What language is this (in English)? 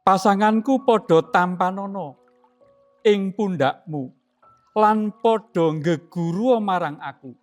Javanese